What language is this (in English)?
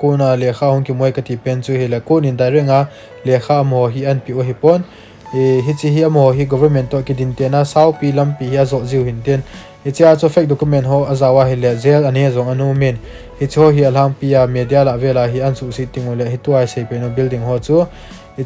Thado Chin